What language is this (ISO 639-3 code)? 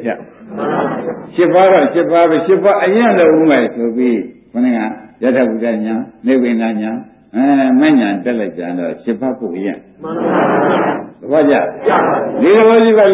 mya